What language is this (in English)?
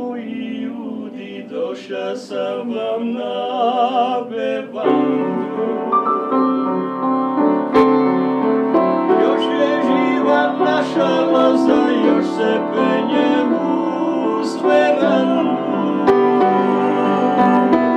Croatian